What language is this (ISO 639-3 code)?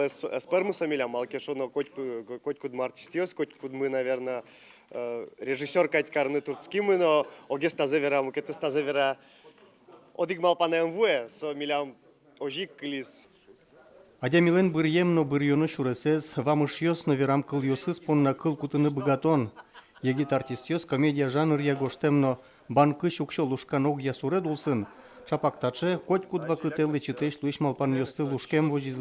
udm